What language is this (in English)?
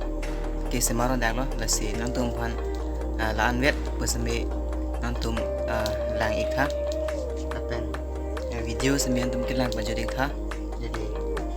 Karbi